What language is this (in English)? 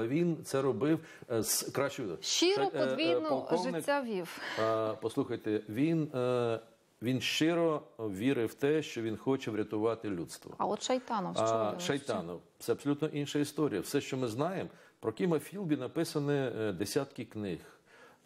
Ukrainian